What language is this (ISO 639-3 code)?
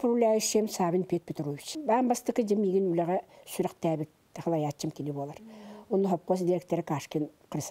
sah